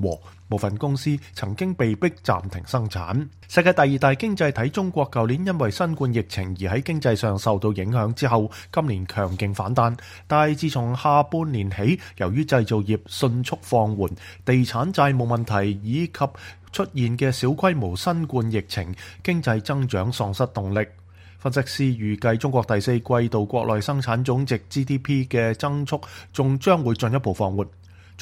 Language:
Cantonese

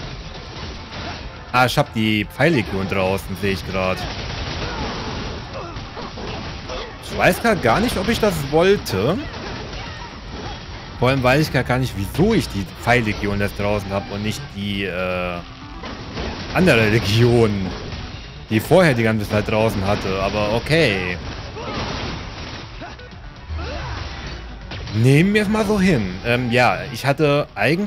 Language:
German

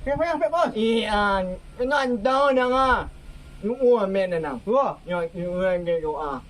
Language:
Minangkabau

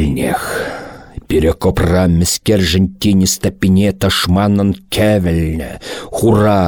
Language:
Chuvash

